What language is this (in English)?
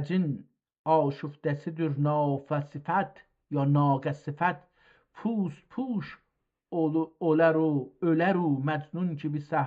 South Azerbaijani